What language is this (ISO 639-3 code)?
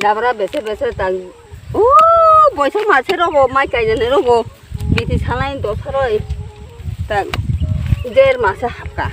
trp